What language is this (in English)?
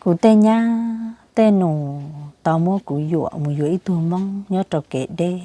Hmong